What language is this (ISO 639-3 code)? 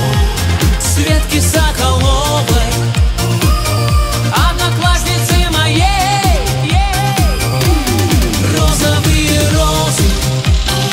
rus